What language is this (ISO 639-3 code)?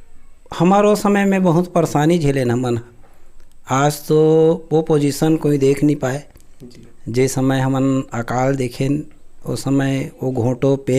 hne